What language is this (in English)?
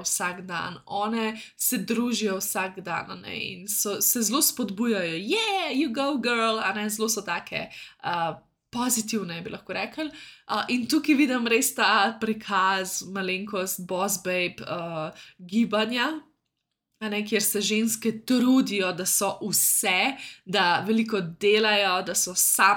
Slovenian